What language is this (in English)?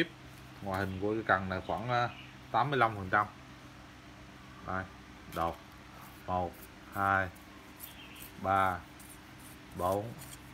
Vietnamese